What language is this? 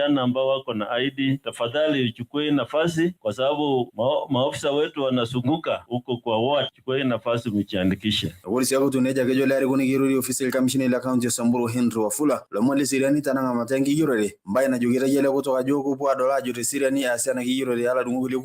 Masai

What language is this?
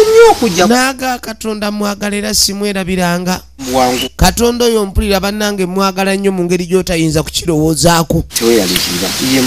Ganda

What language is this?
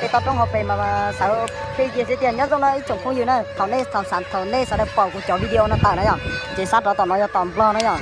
Hmong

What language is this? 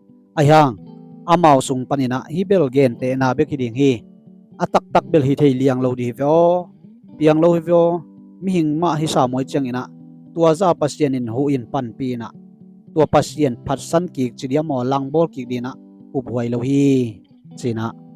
Tedim Chin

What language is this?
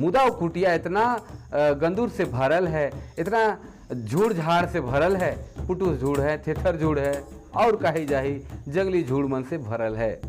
Sadri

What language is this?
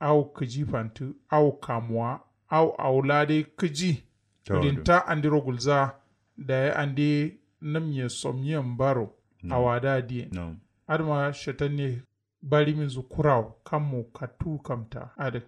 Kanuri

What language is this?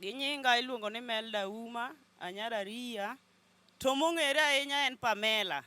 Luo (Kenya and Tanzania)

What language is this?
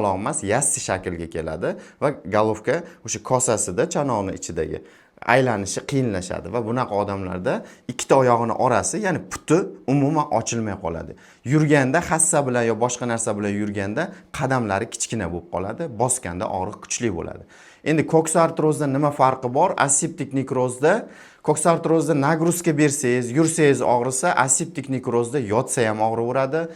Uzbek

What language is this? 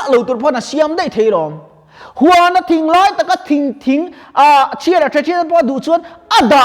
Mizo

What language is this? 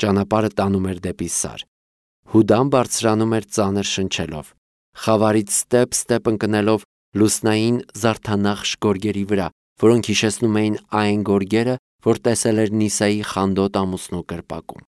Armenian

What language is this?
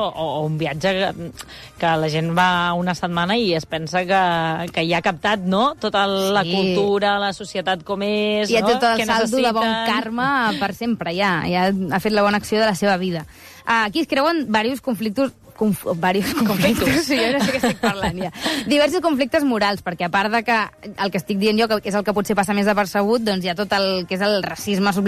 Catalan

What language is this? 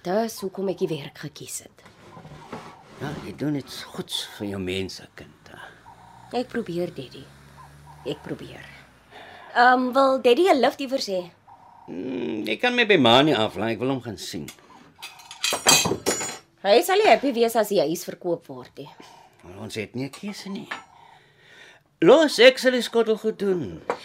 Afrikaans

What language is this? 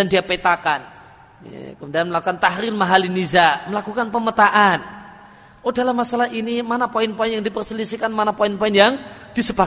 Indonesian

